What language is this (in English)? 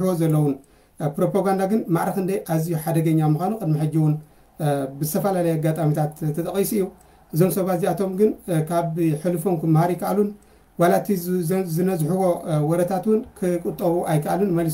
Tigrinya